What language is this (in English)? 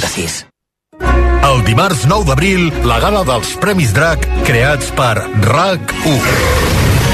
Catalan